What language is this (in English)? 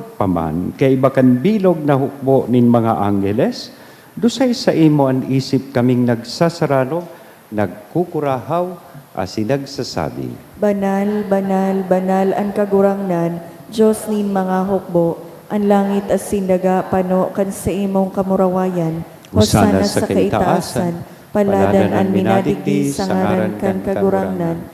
Bikol